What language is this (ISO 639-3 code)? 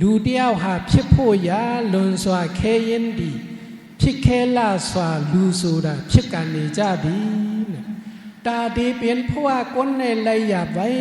shn